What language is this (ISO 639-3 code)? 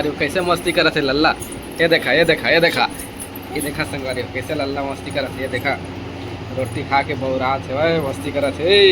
hne